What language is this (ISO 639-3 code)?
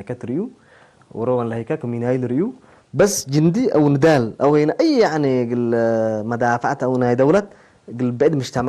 tig